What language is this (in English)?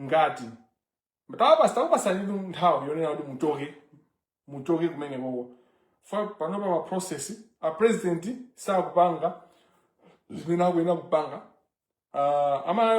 Nyanja